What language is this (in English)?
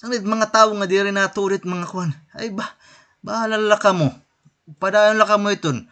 Waray